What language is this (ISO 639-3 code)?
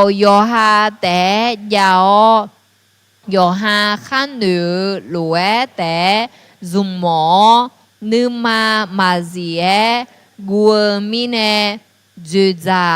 ahk